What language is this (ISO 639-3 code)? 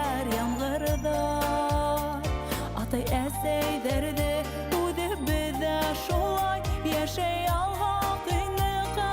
bak